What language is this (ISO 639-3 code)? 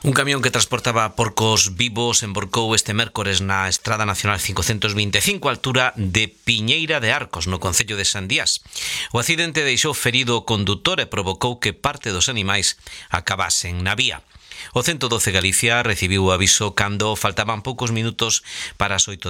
glg